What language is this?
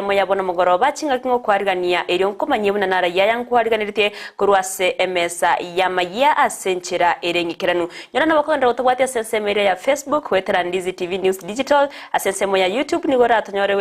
Gusii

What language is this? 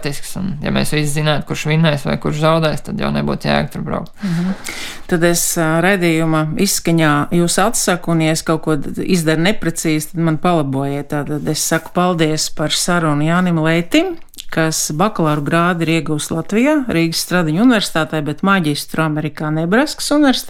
Latvian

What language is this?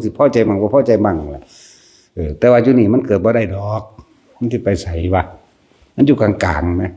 Northeastern Thai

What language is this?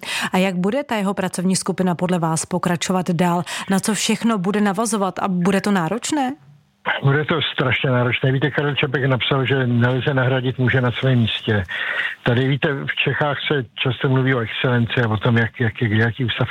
Czech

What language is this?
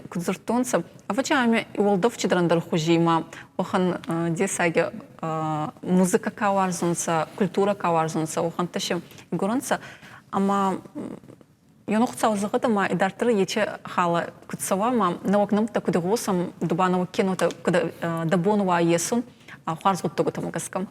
Ossetic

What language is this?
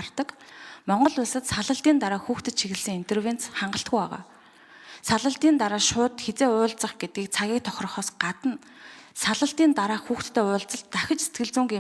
Mongolian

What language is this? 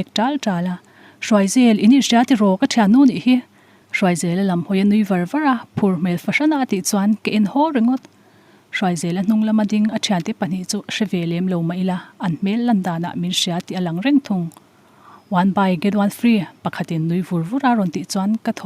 Mizo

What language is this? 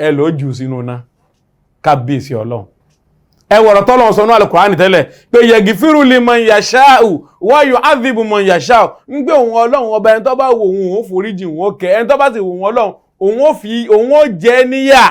Yoruba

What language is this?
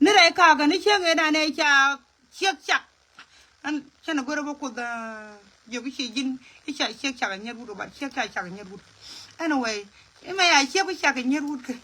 Nuer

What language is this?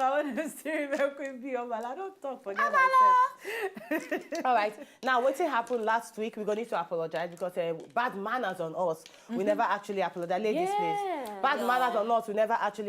Nigerian Pidgin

